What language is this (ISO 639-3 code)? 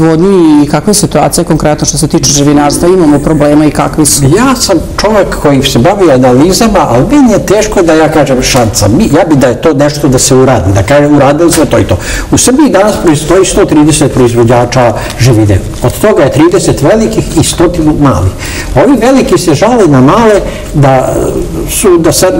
srp